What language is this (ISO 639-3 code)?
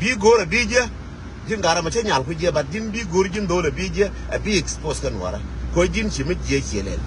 nus